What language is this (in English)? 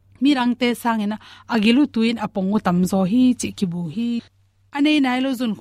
Tedim Chin